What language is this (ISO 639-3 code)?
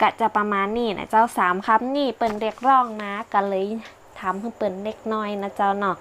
nod